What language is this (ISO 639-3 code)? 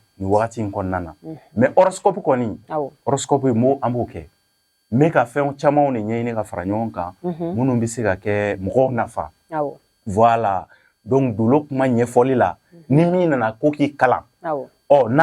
bam